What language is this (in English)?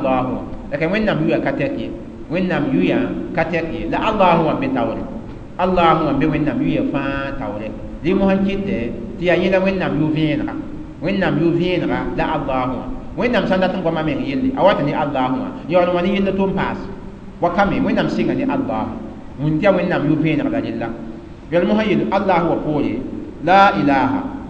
Mossi